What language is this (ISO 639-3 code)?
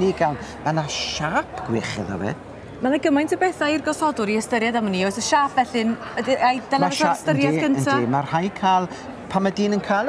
cym